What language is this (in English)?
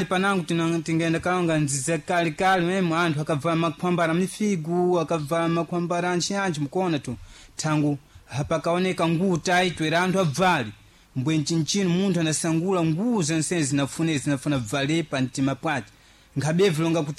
Sena